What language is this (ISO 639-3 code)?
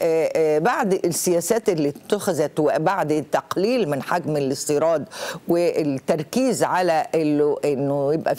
arz